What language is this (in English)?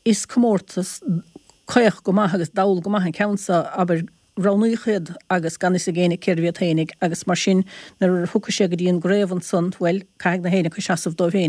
Irish